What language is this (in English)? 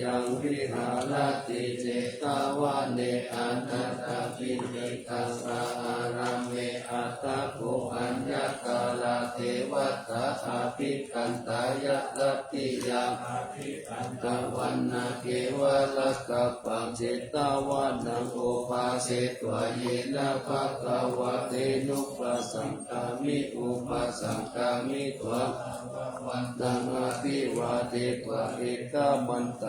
Pali